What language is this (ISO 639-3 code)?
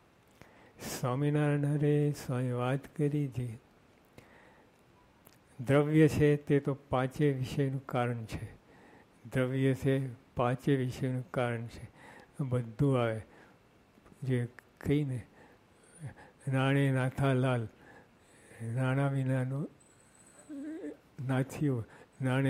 guj